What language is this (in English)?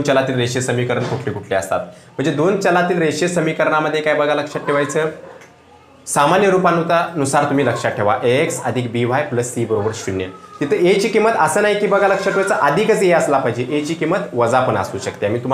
Marathi